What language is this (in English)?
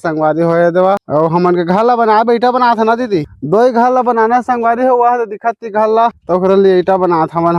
Chhattisgarhi